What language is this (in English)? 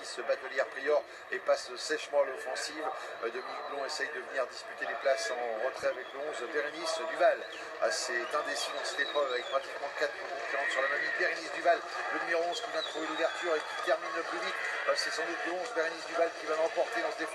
French